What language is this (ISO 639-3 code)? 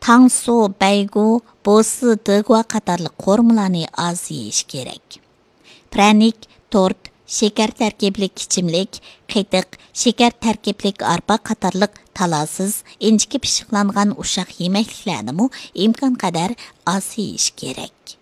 uig